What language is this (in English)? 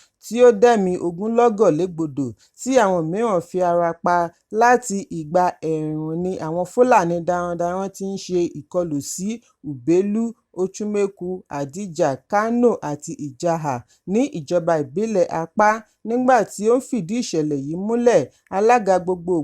Yoruba